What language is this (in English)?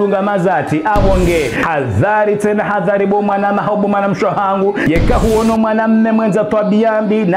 Ngazidja Comorian